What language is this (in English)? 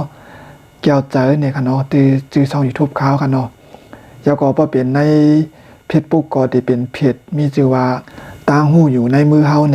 Shan